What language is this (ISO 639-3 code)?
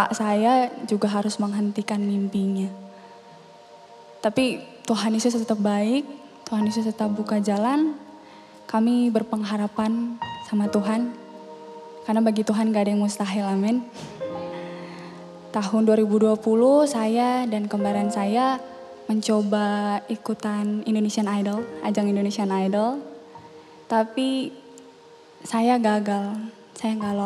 ind